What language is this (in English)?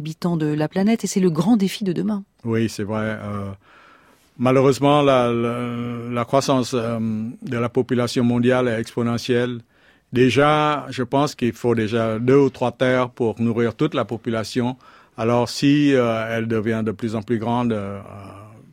French